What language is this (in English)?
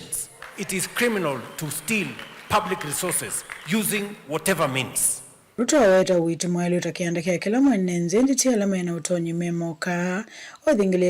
Kamba